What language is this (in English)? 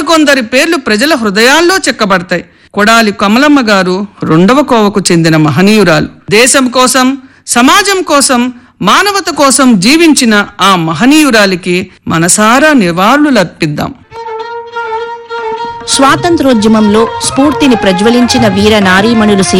Telugu